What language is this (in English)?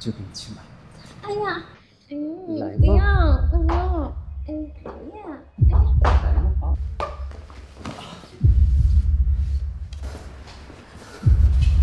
Chinese